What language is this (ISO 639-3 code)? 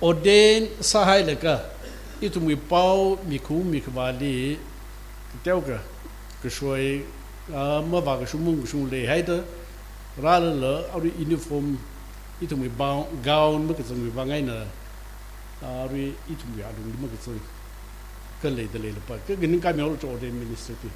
nmf